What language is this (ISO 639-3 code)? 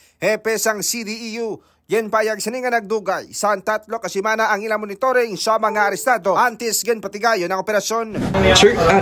hil